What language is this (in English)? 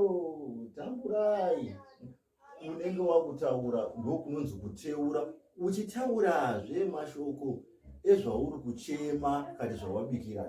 Shona